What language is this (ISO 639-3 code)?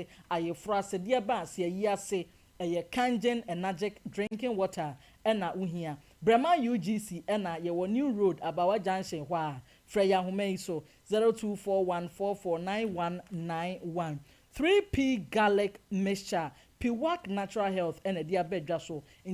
aka